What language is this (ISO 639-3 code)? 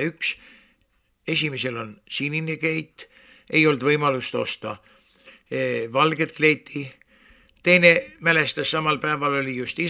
est